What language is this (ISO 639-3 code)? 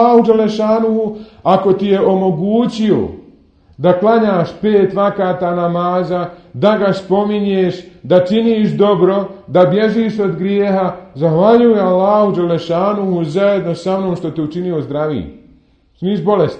bos